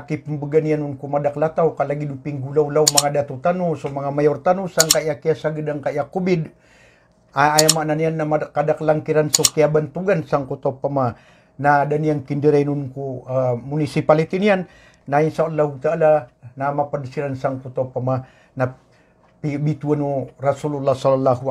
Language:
Maranao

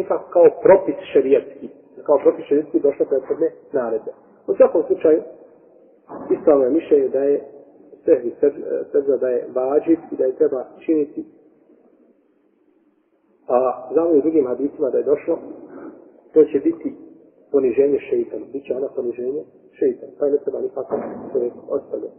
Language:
Bosnian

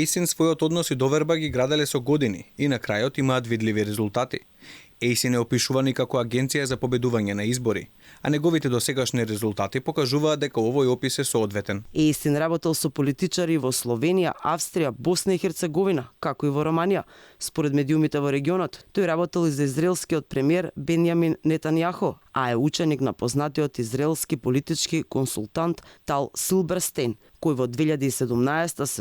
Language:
Macedonian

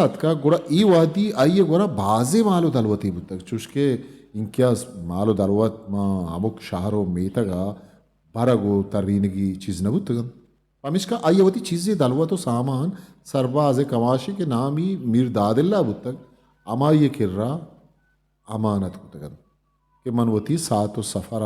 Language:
Eastern Balochi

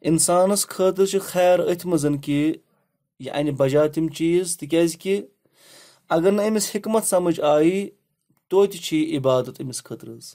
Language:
Kashmiri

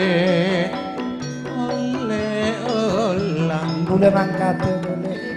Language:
Madurese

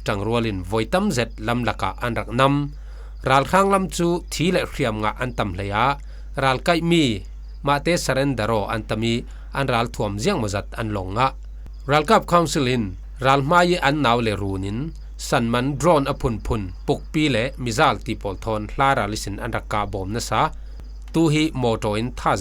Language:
Falam Chin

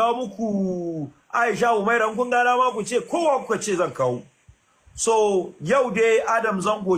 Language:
Hausa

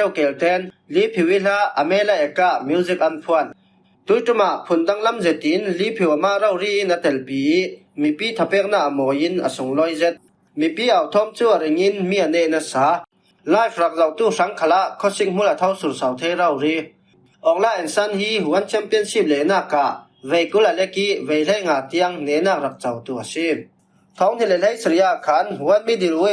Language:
Falam Chin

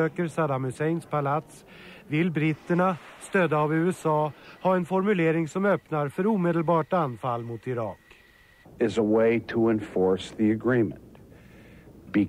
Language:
Swedish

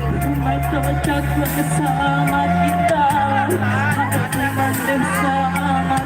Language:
Minangkabau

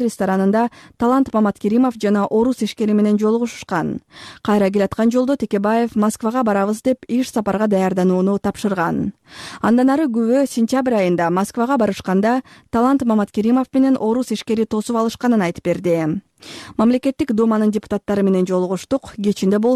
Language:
Kyrgyz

